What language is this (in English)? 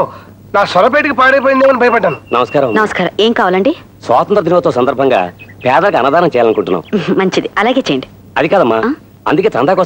Telugu